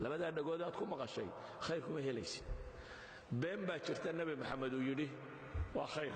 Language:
Somali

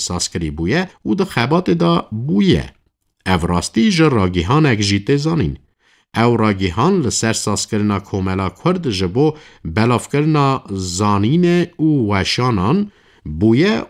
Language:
Kurdish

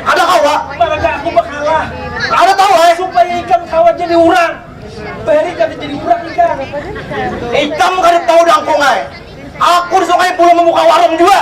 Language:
Banjar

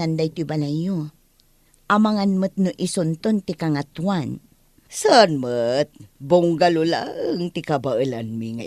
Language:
Iloko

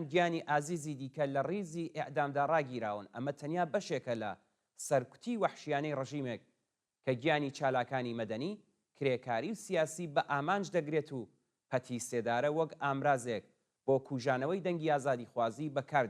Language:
Central Kurdish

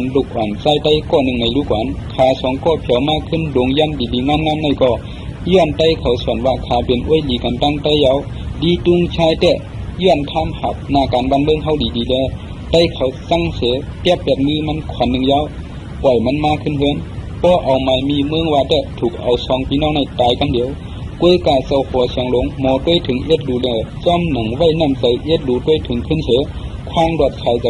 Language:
Shan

